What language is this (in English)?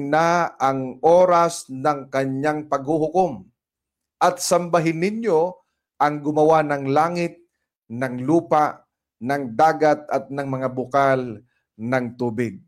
Filipino